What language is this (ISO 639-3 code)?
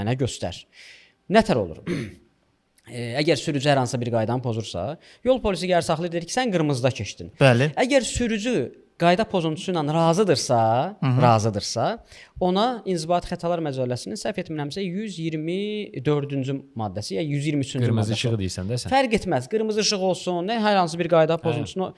aze